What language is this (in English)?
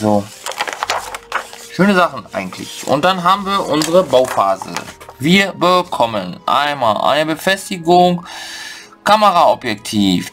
German